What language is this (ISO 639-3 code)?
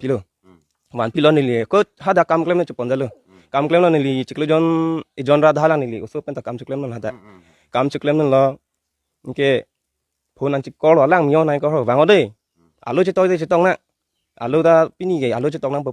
mjw